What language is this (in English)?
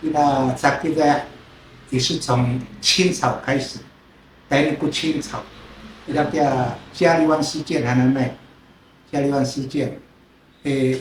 Sakizaya